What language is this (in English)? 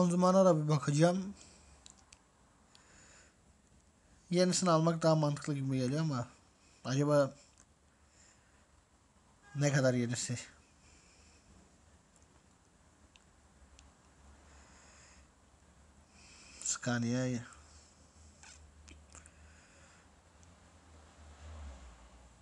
Turkish